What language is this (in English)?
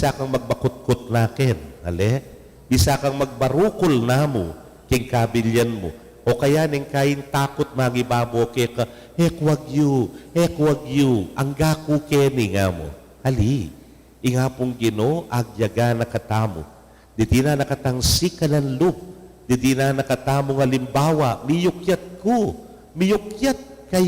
Pampanga